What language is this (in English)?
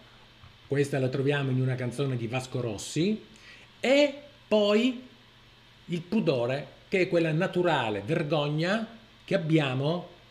Italian